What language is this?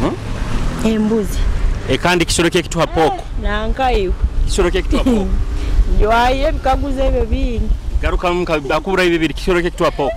Nyoro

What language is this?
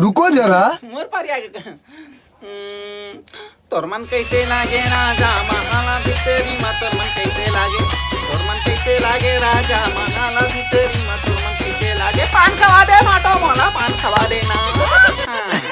Chhattisgarhi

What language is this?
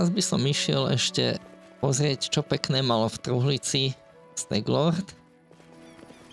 Slovak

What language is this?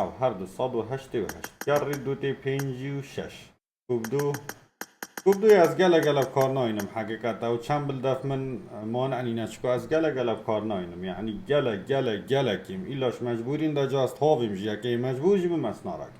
Kurdish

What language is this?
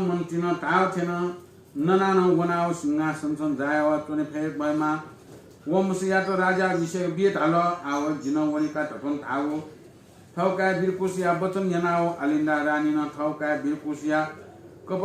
Newari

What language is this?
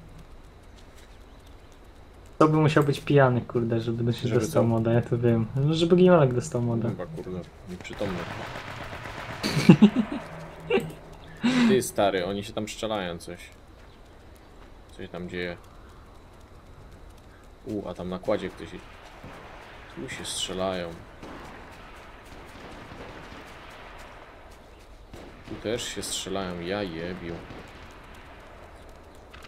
Polish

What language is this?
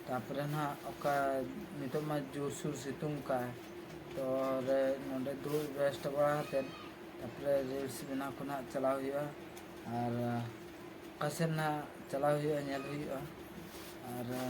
Santali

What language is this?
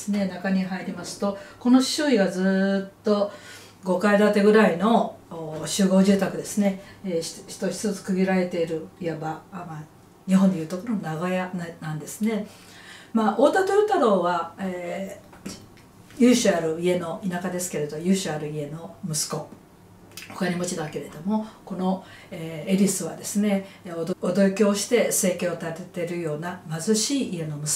Japanese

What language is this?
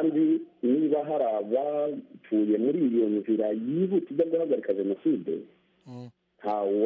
Kinyarwanda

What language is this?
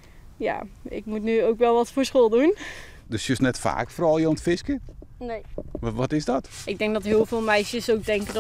Western Frisian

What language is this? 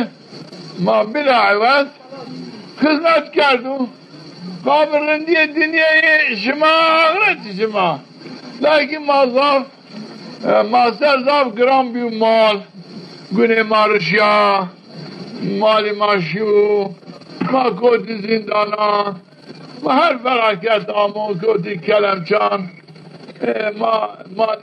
Zaza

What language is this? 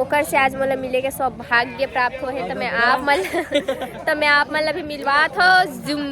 Chhattisgarhi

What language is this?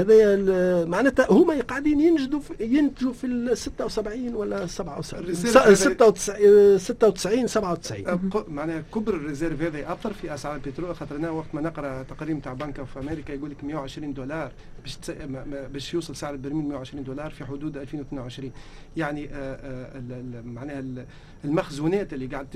Tunisian Arabic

